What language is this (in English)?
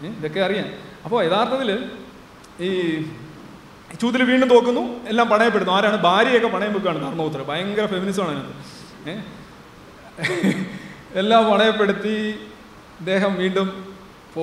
Malayalam